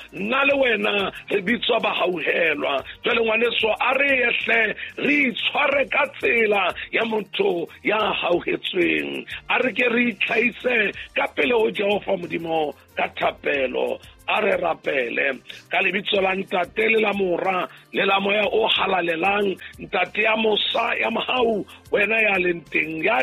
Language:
Southern Sotho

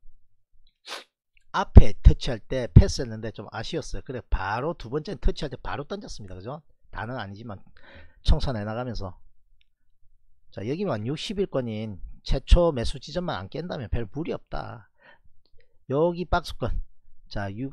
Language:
Korean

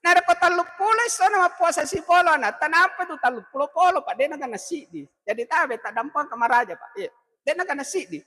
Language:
Buginese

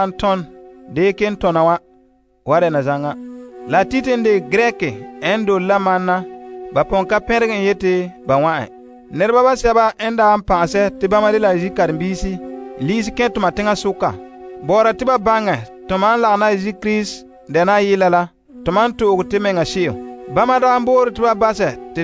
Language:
Frafra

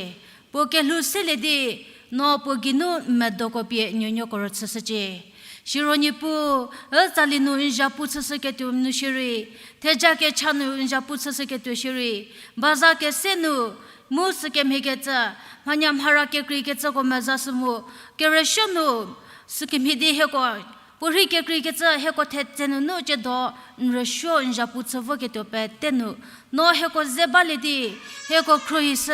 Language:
Angami Naga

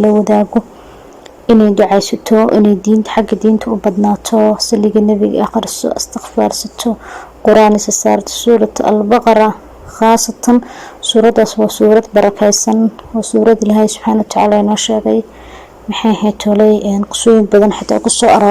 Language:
Somali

